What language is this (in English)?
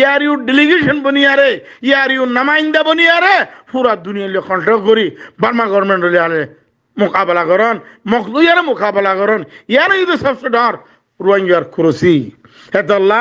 Rohingya